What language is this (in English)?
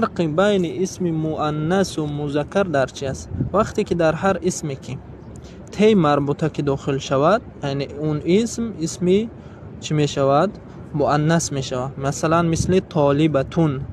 Tajik